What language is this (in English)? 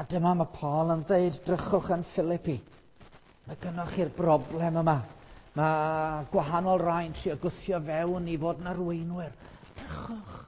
Welsh